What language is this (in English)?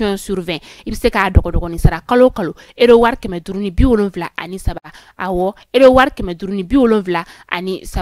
Bambara